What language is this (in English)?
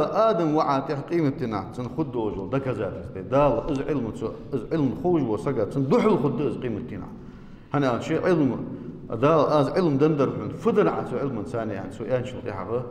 Ingush